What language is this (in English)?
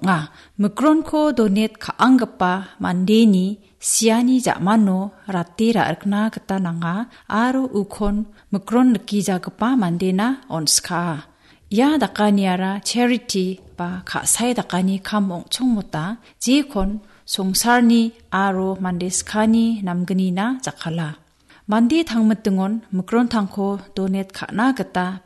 Garo